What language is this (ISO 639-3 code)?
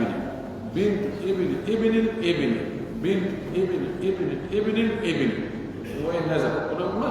fuf